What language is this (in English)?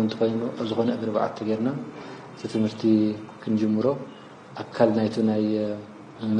Tigrinya